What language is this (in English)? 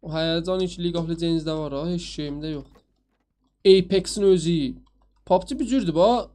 South Azerbaijani